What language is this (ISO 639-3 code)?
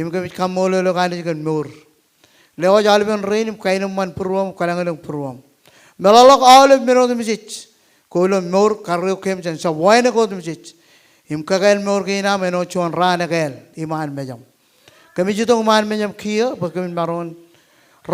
mah